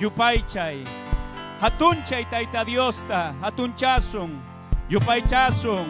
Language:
Ayacucho Quechua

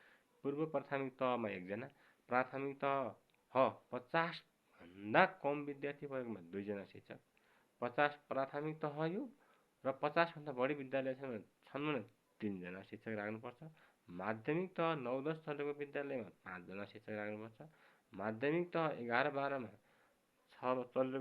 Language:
Nepali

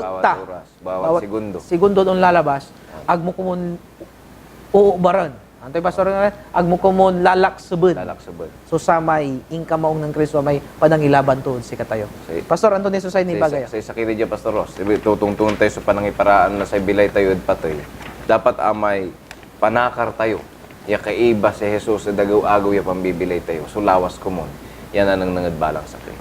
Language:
Pangasinan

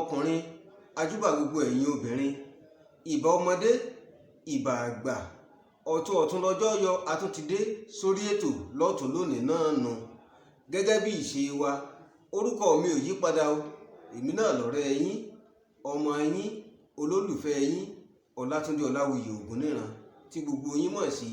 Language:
Yoruba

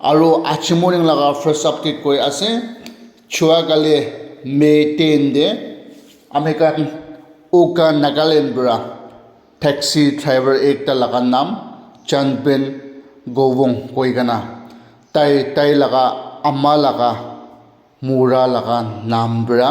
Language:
Naga Pidgin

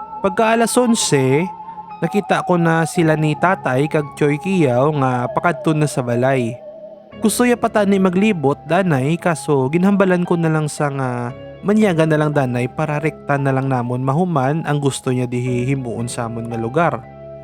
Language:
Hiligaynon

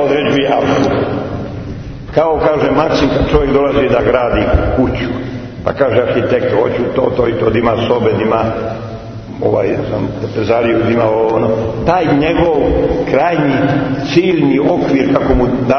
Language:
Serbian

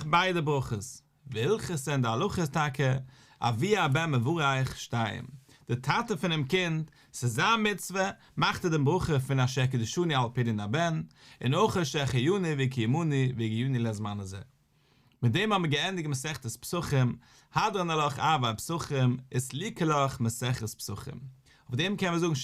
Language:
Yiddish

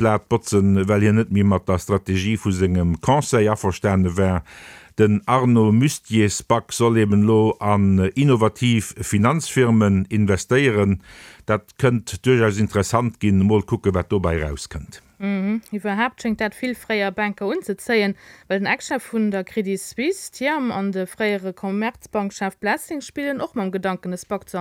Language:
Luxembourgish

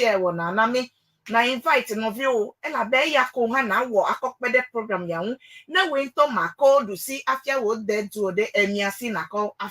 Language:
Ewe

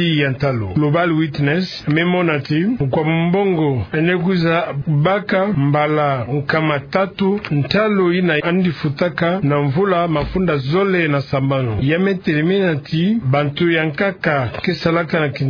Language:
Kituba (Democratic Republic of Congo)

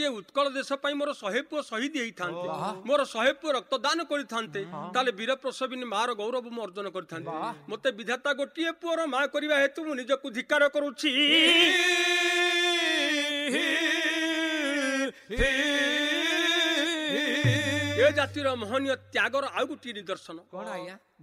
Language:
Odia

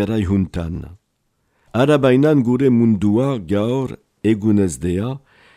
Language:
Basque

